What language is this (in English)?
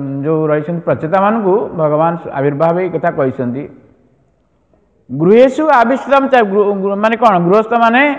Odia